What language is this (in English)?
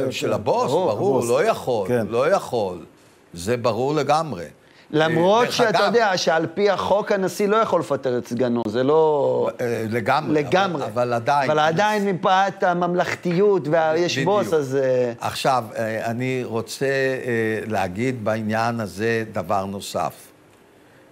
Hebrew